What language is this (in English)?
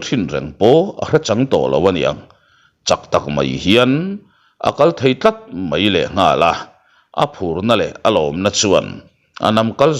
Mizo